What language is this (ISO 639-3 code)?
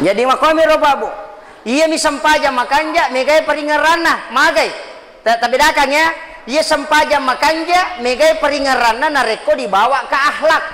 bug